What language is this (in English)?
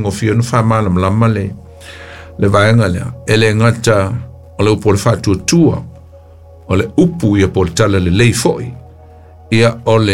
Samoan